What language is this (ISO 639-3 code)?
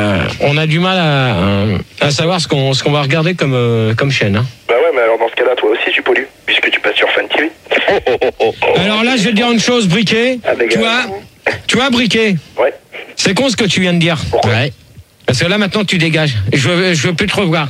fra